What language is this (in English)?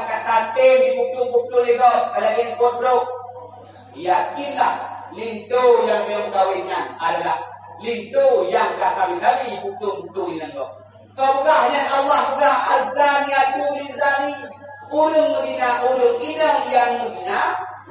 Achinese